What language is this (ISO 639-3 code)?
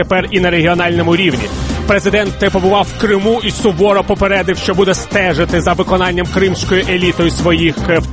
ukr